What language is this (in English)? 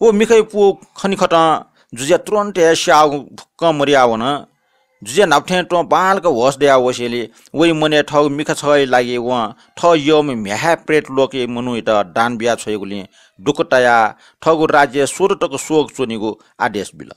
Newari